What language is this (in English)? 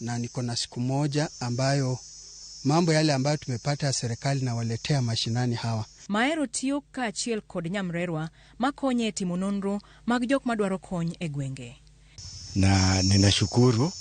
Luo (Kenya and Tanzania)